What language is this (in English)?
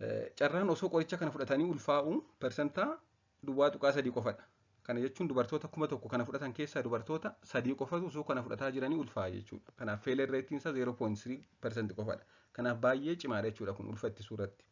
Oromo